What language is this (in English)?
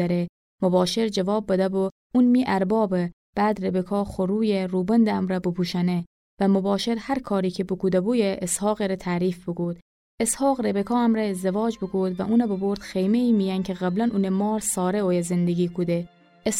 Gilaki